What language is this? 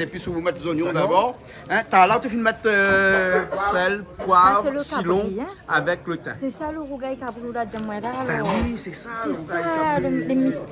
Réunion Creole French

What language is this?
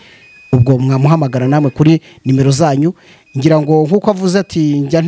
Kinyarwanda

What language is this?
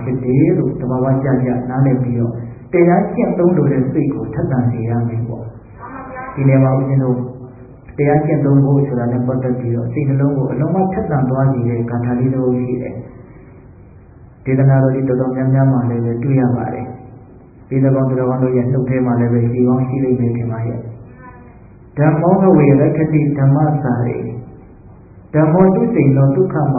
Burmese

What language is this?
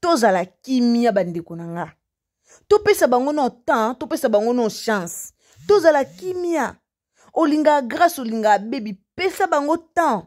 Lingala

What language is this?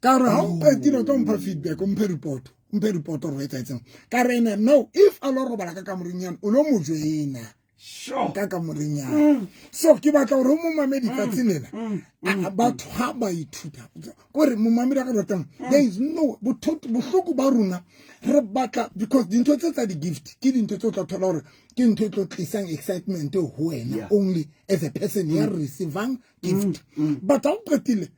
Southern Sotho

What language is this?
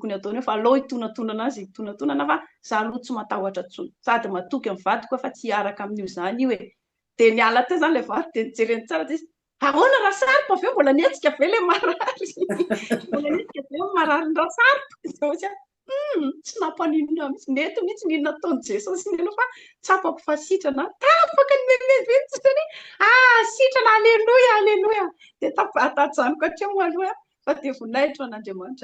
Malagasy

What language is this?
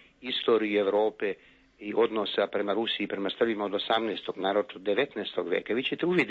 Serbian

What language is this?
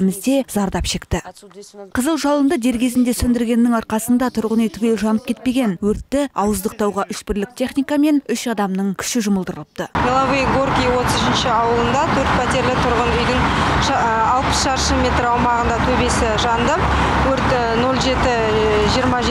Kazakh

